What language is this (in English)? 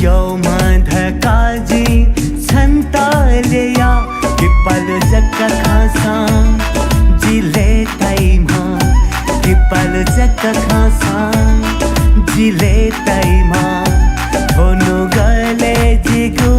Newari